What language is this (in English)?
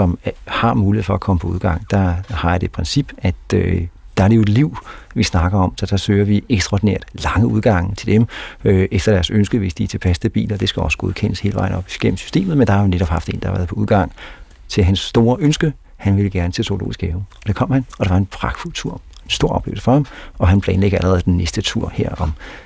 Danish